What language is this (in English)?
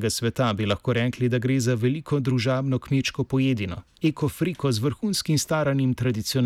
Slovenian